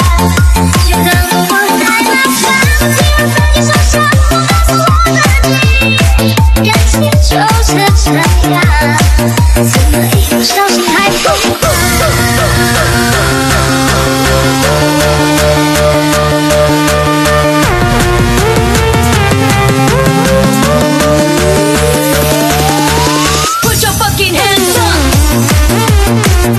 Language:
Chinese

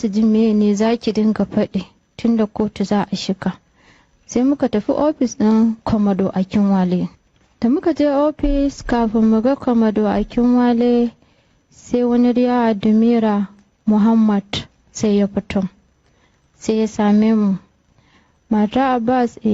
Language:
Hausa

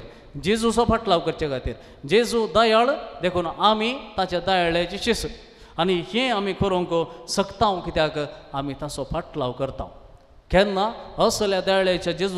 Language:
Konkani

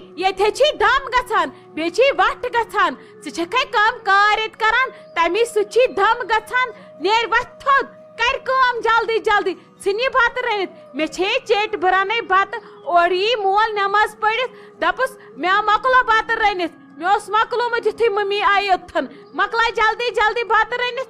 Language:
Kashmiri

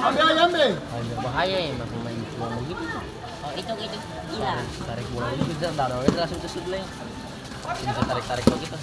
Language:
Ambonese Malay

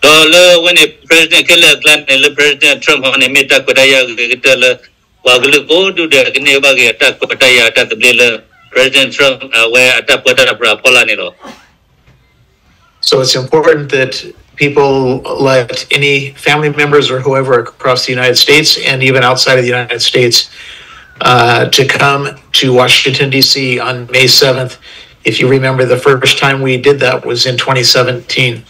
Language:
S'gaw Karen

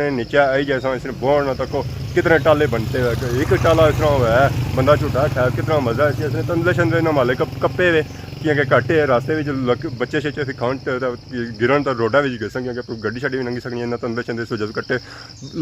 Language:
Pahari-Potwari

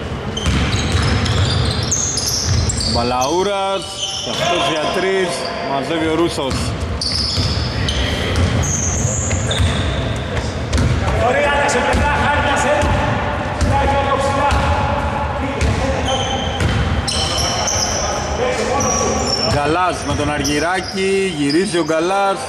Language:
Greek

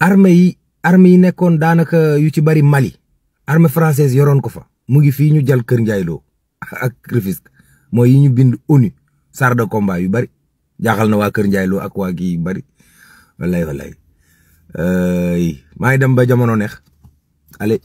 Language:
Wolof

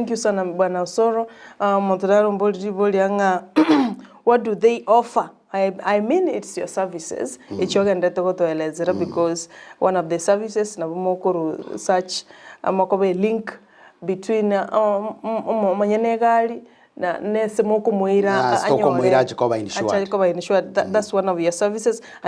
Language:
Gusii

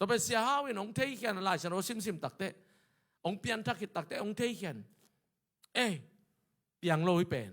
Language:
Tedim Chin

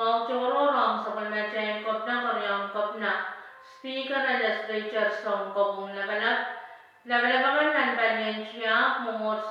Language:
Pohnpeian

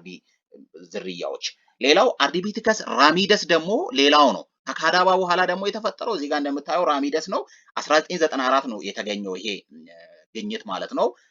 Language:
Amharic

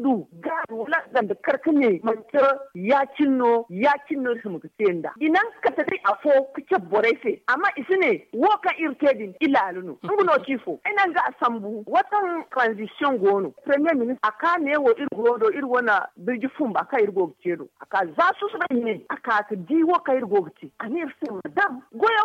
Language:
Zarma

